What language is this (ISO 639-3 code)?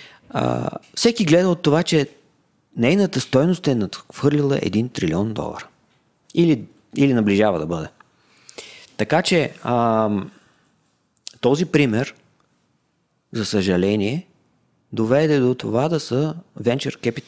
bul